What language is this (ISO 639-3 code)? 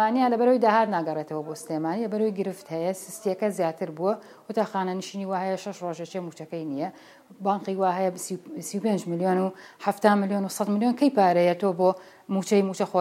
ckb